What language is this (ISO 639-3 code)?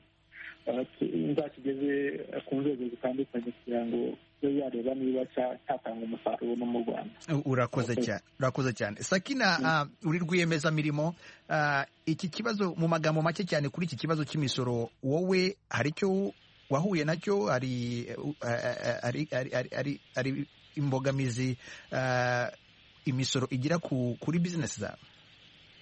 kin